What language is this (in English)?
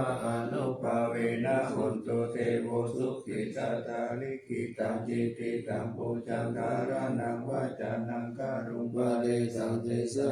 Pali